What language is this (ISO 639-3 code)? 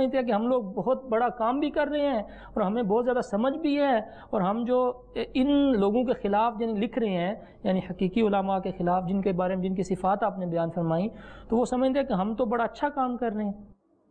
urd